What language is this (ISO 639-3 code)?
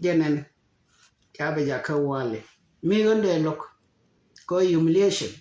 nus